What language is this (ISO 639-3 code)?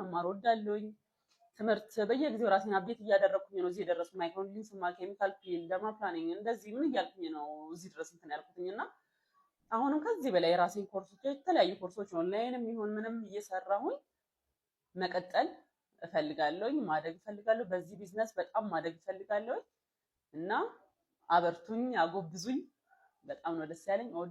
amh